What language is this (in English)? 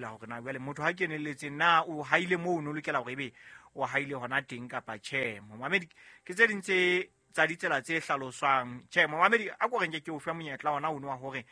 Southern Sotho